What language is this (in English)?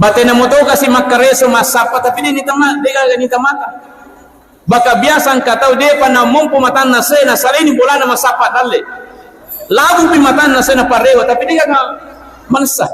Buginese